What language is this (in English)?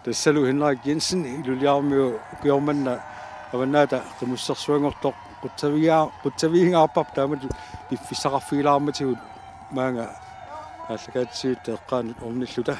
Kalaallisut